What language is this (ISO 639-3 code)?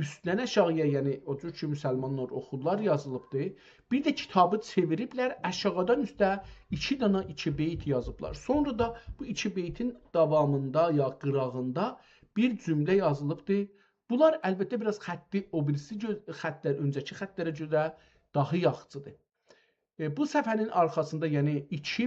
azb